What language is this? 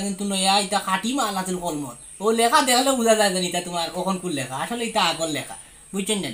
Sylheti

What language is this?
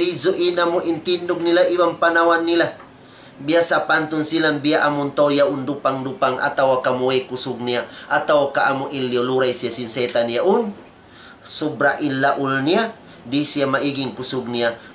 Tausug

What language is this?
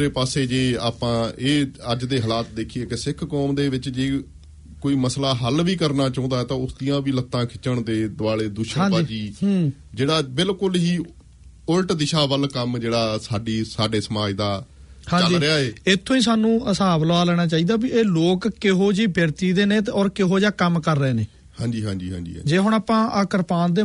Punjabi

